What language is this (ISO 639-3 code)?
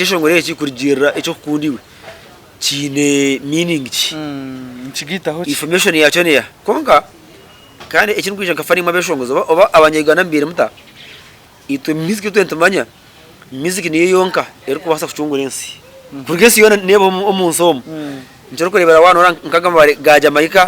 nyn